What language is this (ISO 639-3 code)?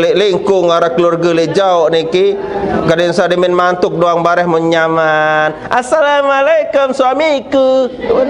sas